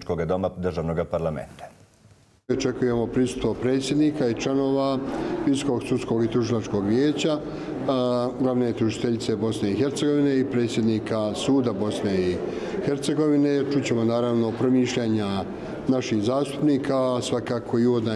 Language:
Bosnian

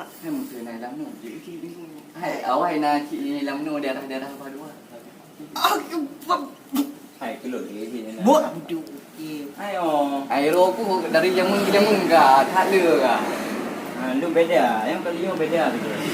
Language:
Achinese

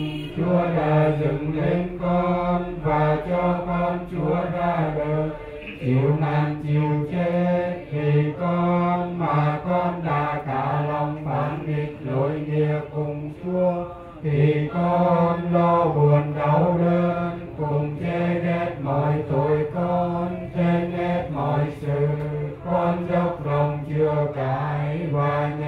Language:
Vietnamese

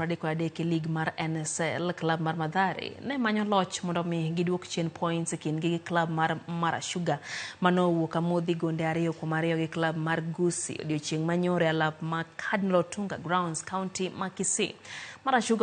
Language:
Luo (Kenya and Tanzania)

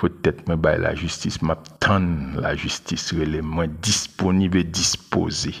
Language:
Haitian Creole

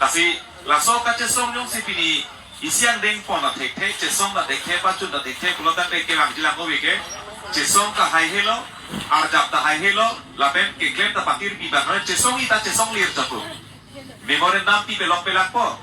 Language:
Karbi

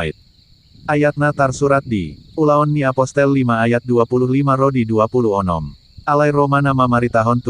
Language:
Batak Toba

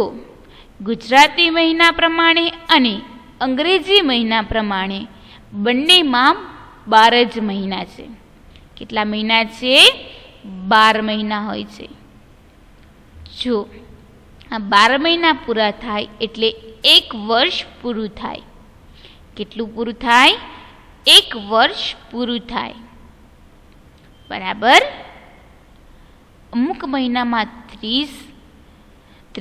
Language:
Gujarati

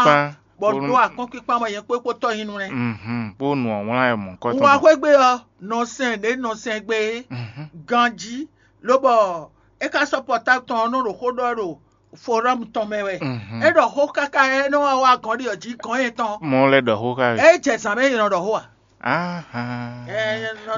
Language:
Fon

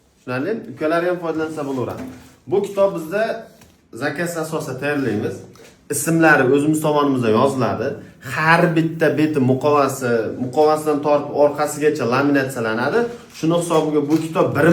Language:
Uzbek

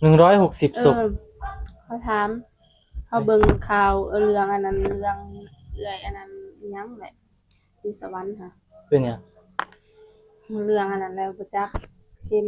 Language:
Northeastern Thai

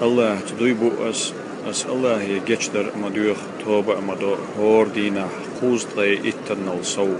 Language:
Chechen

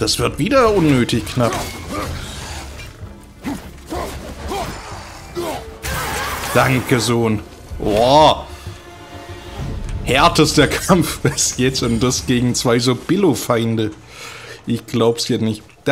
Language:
German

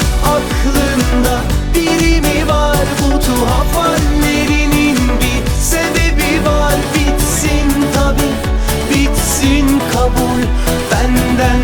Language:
Turkish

